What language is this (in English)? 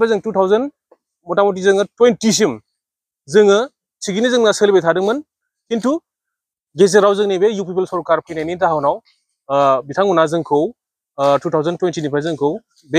Bodo